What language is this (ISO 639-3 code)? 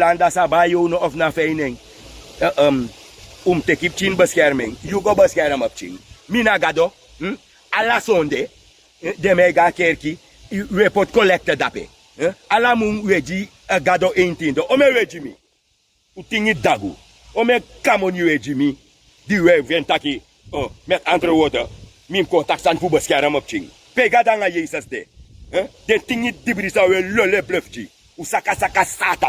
srn